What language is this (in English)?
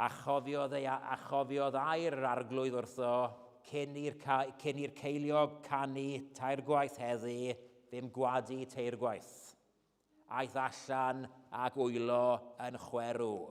Welsh